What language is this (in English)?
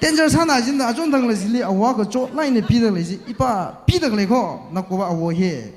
Tangkhul Naga (India)